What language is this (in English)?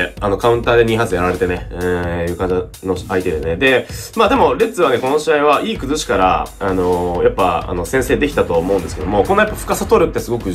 Japanese